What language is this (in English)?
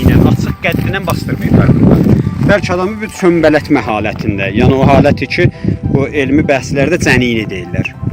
South Azerbaijani